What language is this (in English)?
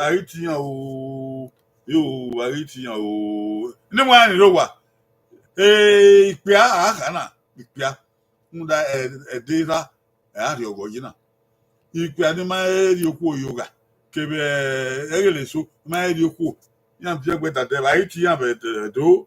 Bini